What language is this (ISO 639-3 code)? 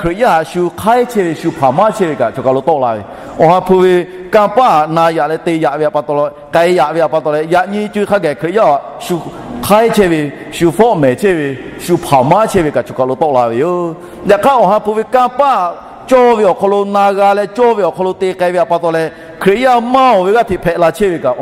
lhu